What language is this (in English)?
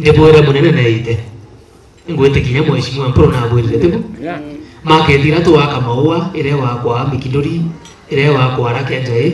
Meru